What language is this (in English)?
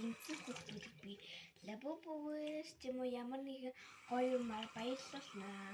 Mongolian